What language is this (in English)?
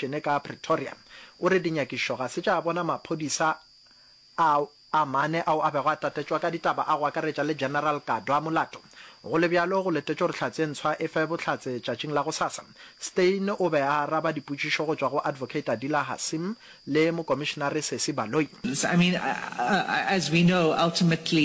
Northern Sotho